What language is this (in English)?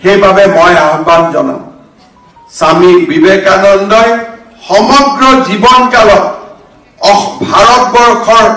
Assamese